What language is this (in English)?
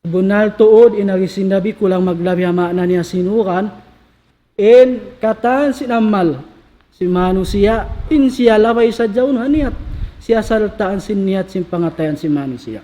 Tausug